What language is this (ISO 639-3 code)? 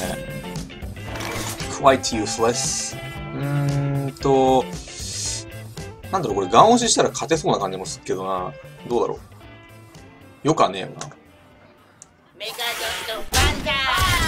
jpn